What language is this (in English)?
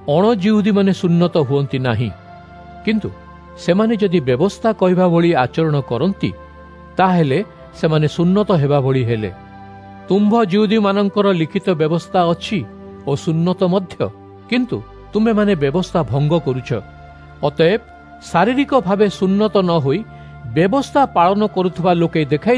Odia